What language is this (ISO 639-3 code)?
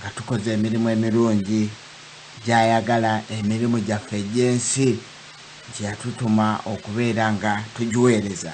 lug